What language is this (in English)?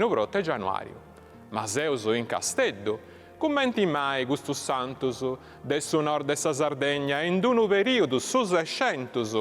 Sardinian